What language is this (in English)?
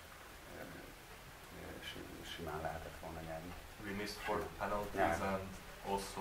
Hungarian